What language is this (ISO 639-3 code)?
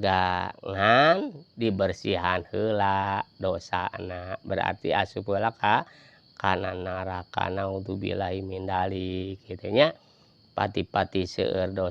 sun